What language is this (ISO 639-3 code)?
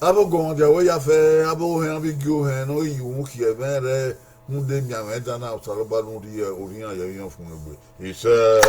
bin